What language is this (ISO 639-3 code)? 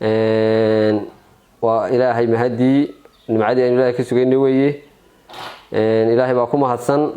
som